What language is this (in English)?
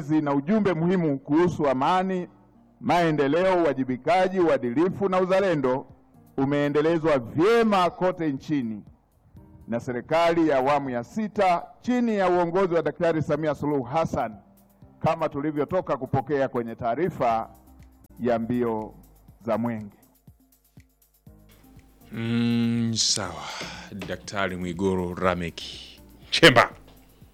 Swahili